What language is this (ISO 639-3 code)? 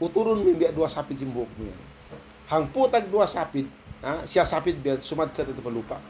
tsg